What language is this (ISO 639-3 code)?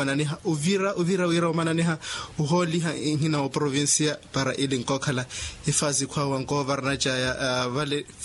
vmw